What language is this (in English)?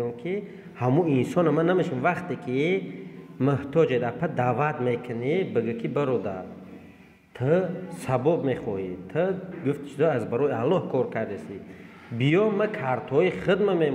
Tajik